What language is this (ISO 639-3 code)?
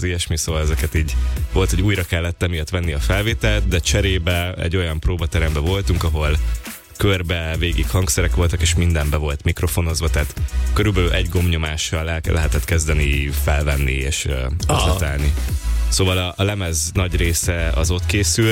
hun